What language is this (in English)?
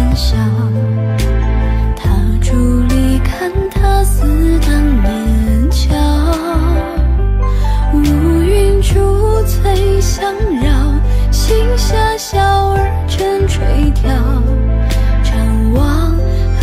Chinese